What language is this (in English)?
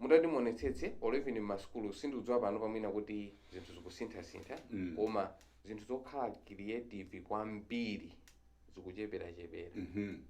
Nyanja